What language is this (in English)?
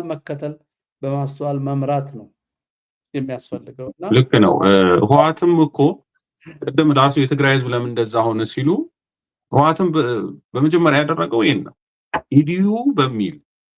Amharic